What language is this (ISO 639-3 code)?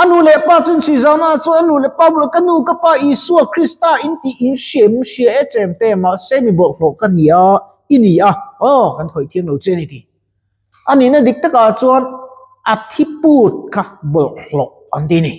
lus